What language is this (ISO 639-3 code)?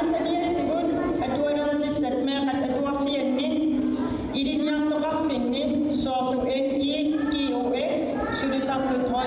kal